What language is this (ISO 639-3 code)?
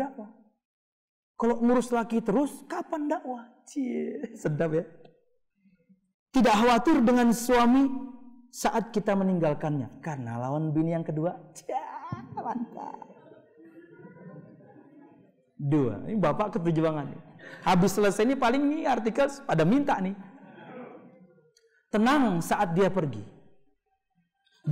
ind